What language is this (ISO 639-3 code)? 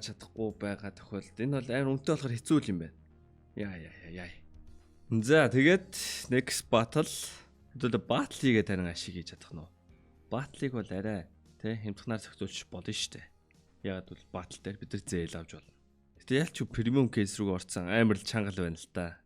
mon